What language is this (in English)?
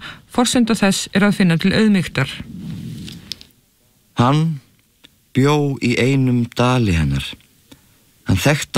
Icelandic